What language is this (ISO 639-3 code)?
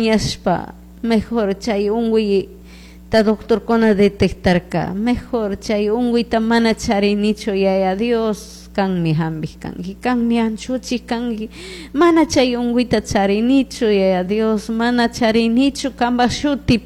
qug